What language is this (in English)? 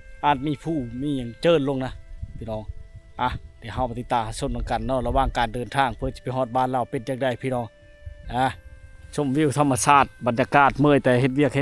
Lao